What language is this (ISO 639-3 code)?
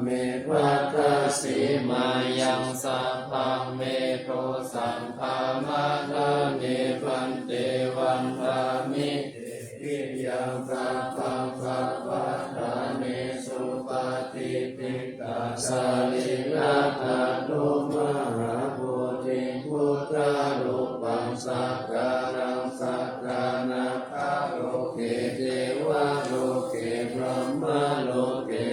pli